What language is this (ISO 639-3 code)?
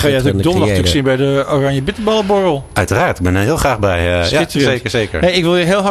nld